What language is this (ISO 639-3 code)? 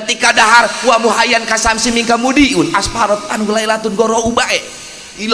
sun